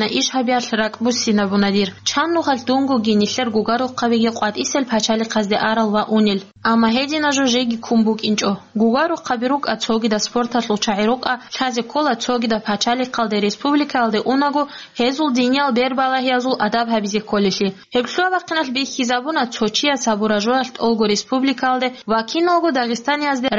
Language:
Avaric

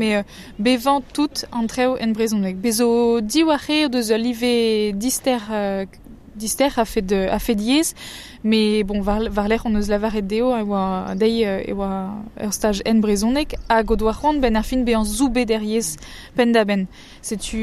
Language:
Breton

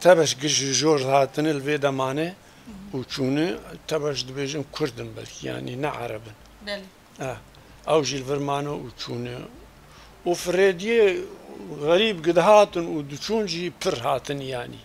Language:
Kurdish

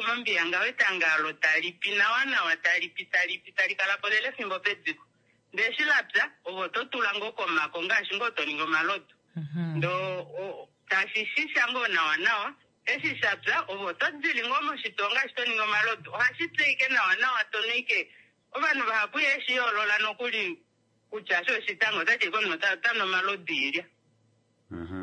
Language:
Kuanyama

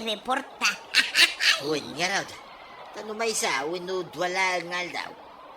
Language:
Iloko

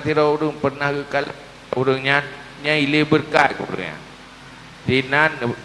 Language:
Achinese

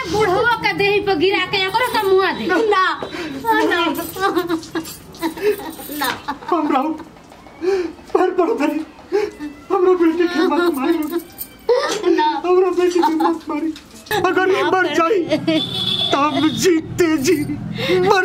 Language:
Bhojpuri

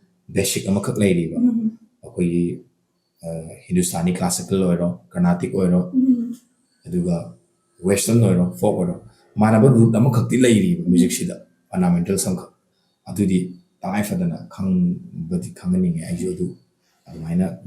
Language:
Manipuri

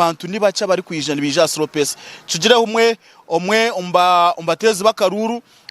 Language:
Nyankole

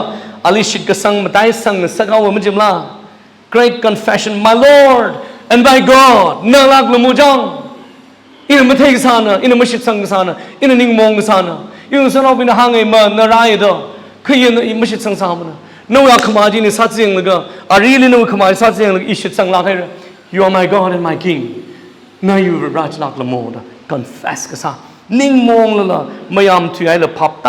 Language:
Tangkhul Naga (India)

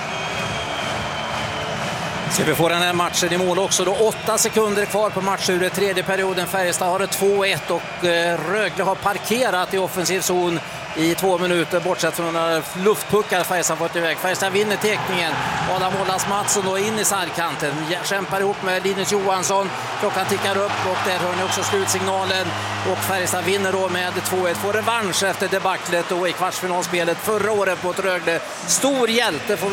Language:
Swedish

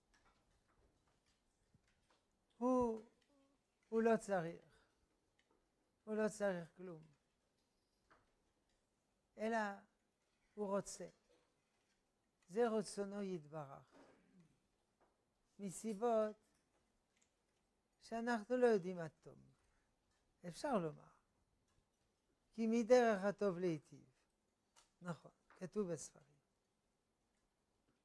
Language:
Hebrew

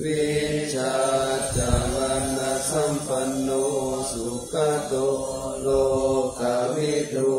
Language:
Pali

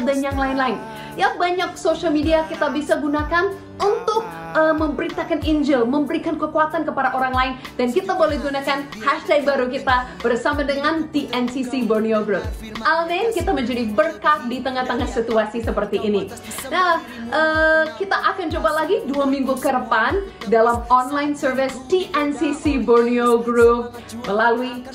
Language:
Malay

